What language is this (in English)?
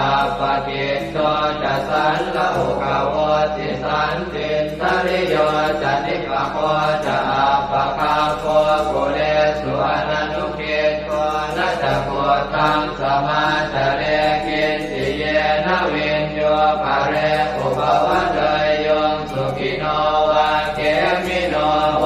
Pali